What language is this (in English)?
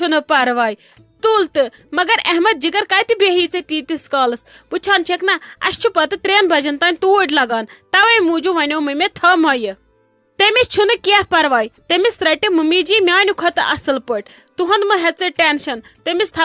Kashmiri